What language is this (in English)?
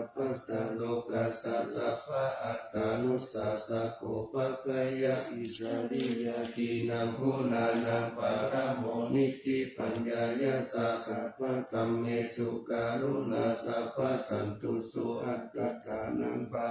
Pali